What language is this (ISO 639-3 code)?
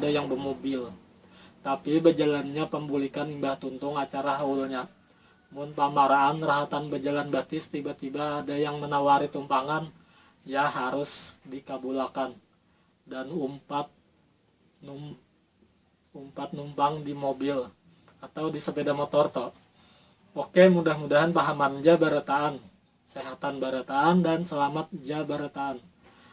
bjn